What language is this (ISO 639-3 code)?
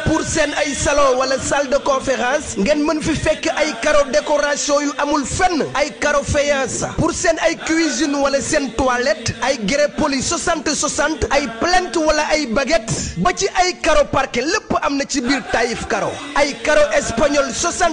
wol